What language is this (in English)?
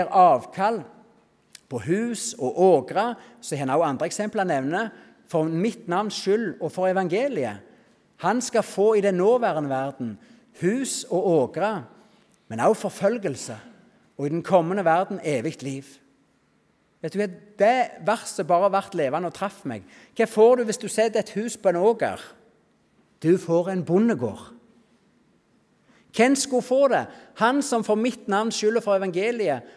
Norwegian